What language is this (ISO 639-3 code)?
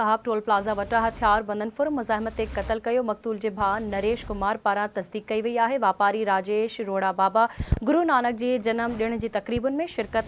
snd